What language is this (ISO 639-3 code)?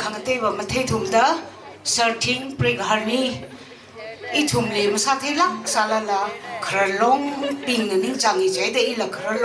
nmf